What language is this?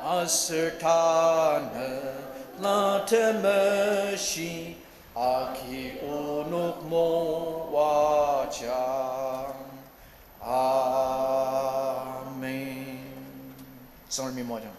Ao Naga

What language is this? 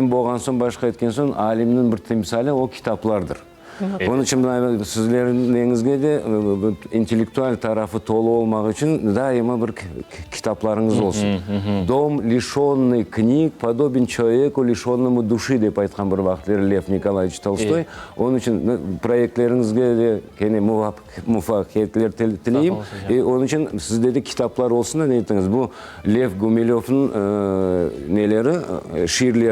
Crimean Tatar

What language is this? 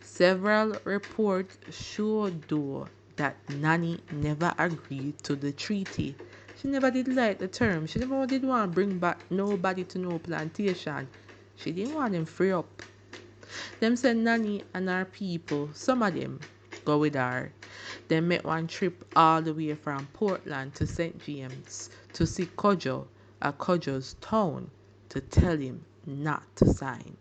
Jamaican Creole English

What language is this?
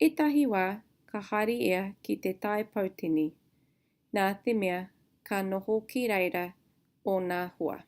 Māori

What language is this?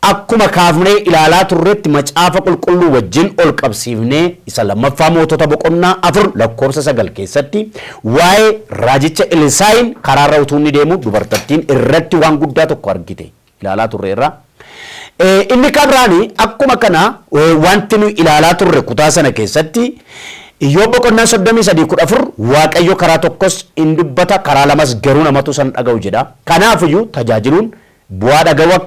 Oromo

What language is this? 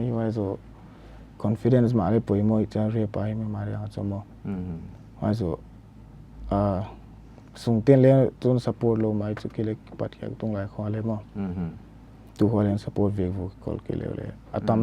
Paite Chin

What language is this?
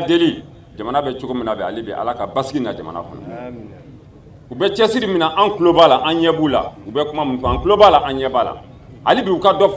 Bambara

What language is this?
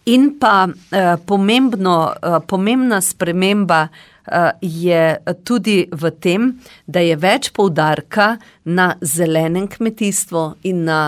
Slovenian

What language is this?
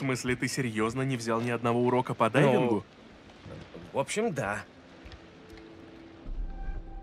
Russian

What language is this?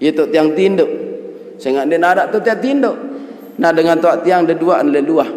Sasak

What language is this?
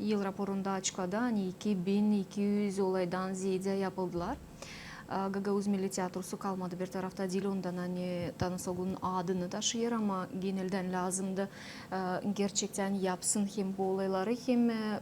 Gagauz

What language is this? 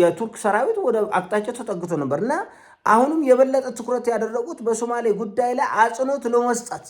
Amharic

